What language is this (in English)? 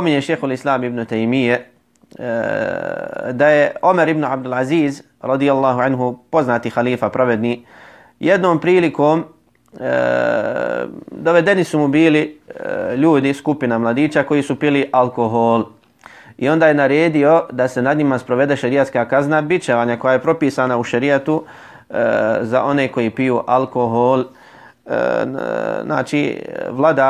Bosnian